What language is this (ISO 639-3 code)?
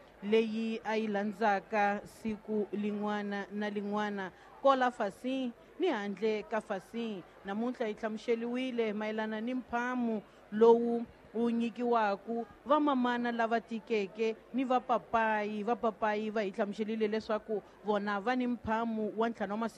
tso